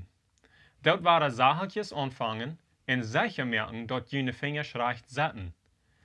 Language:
Plautdietsch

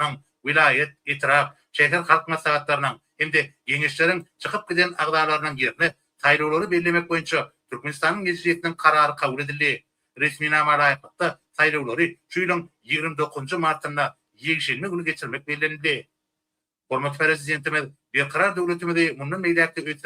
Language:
Turkmen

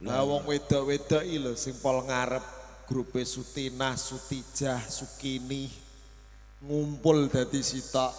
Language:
Javanese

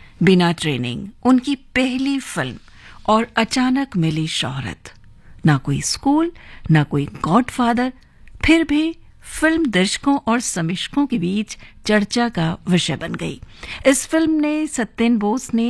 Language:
Hindi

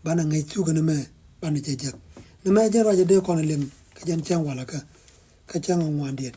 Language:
Nuer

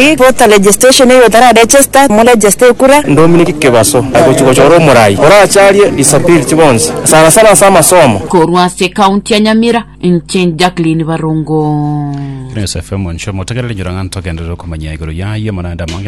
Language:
Gusii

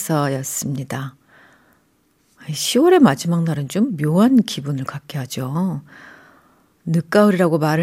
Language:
Korean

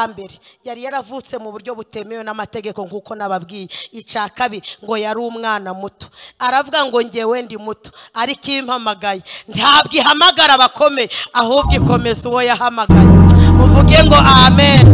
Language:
Kinyarwanda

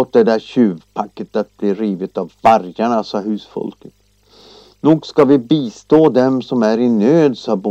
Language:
Swedish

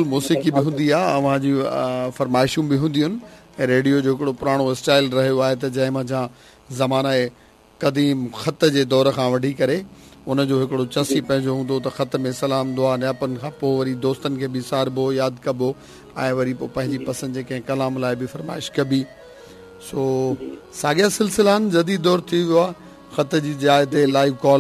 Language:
Sindhi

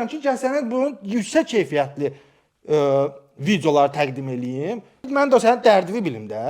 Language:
Azerbaijani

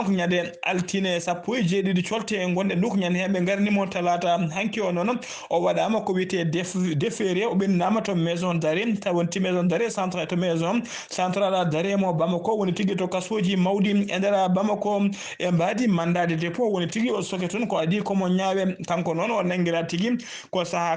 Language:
Fula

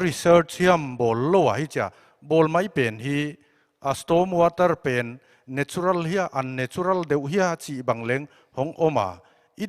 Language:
Paite Chin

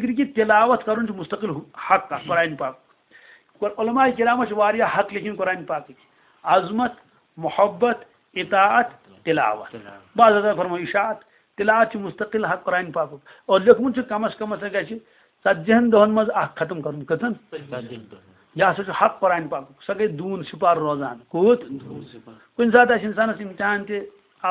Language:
Kashmiri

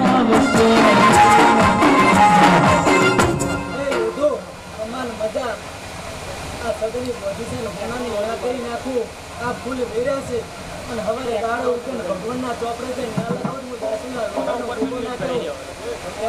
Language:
Gujarati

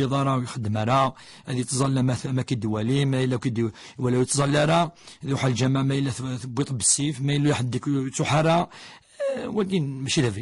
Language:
Kabyle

